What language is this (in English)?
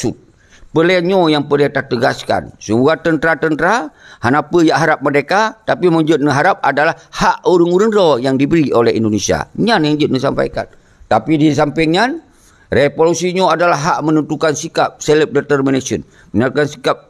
Achinese